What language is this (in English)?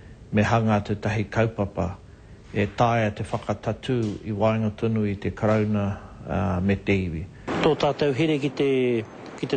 Māori